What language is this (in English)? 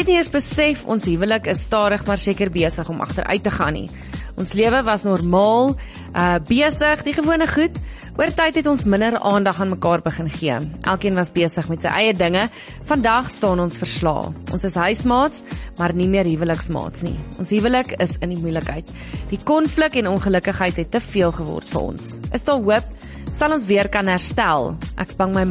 Afrikaans